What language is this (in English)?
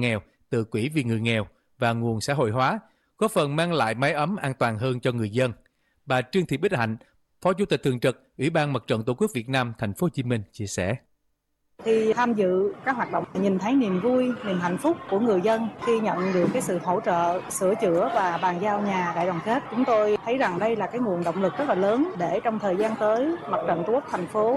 Vietnamese